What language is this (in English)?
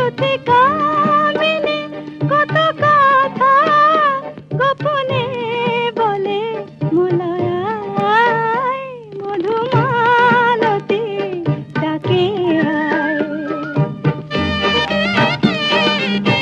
Bangla